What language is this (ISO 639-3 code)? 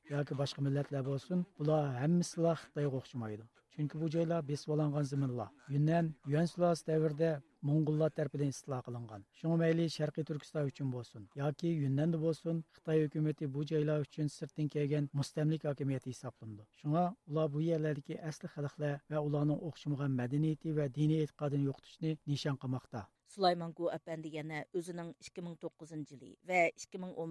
uig